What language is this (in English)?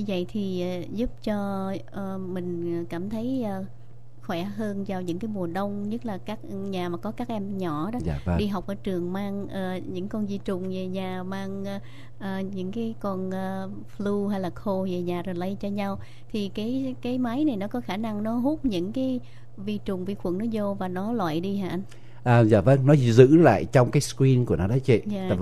Vietnamese